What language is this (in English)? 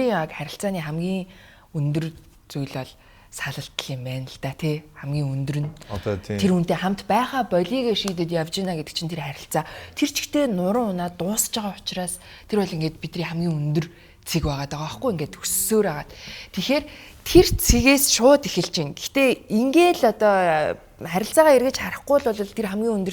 Mongolian